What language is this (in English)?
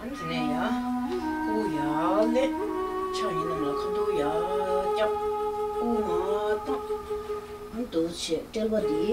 Tibetan